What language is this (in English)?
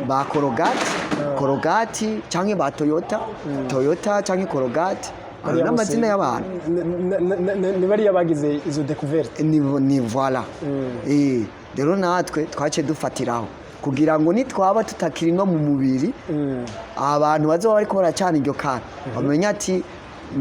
Rundi